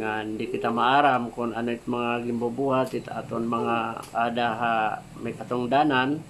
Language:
Waray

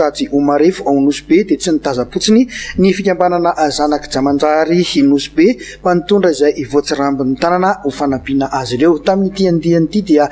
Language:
Malagasy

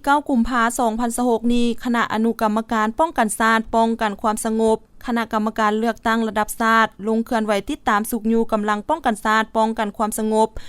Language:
Lao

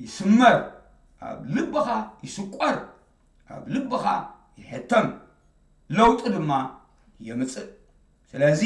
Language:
Tigrinya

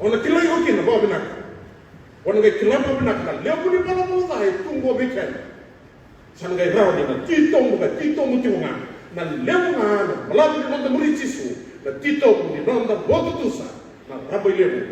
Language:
Fijian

